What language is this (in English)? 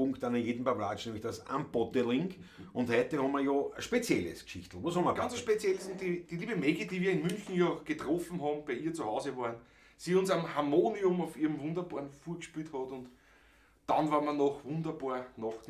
Bavarian